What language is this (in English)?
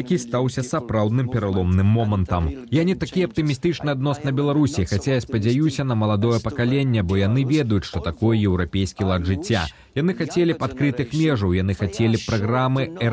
Belarusian